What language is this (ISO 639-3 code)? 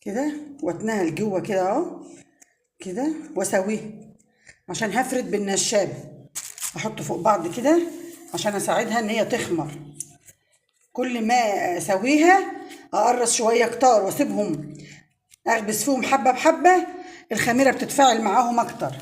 arz